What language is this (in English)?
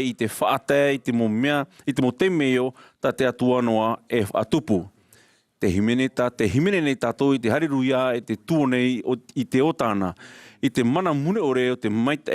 Tahitian